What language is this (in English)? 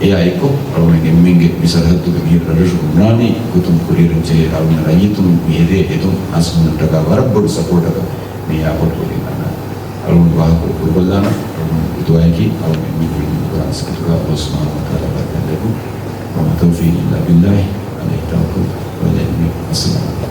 Divehi